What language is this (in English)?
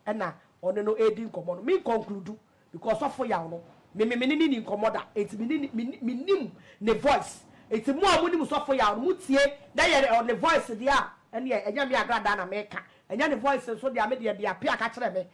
Akan